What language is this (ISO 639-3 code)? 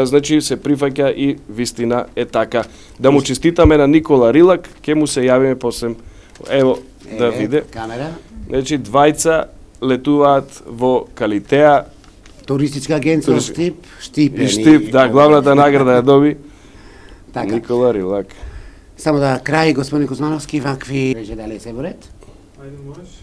mkd